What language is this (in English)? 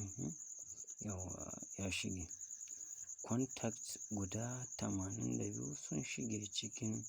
Hausa